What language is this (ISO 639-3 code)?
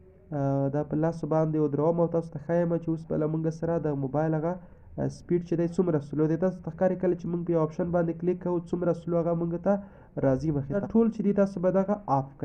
pus